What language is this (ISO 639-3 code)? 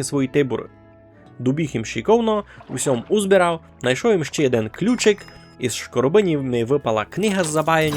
rue